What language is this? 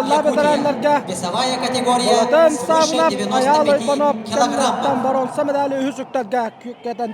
Yakut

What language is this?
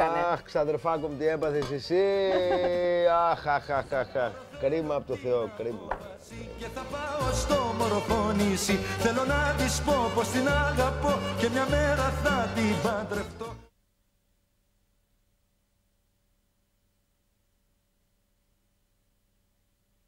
Greek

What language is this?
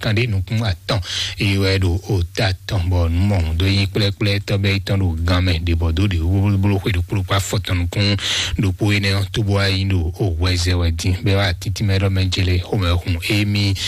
Fon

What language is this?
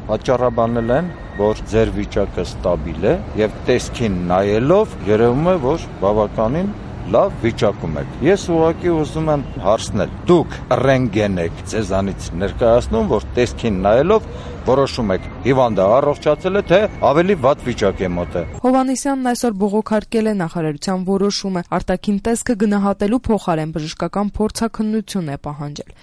Armenian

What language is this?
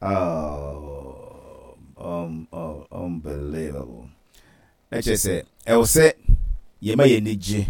Akan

